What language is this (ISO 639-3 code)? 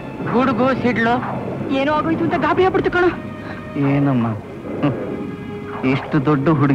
kan